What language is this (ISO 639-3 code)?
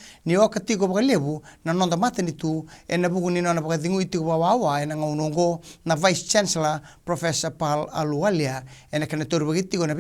fij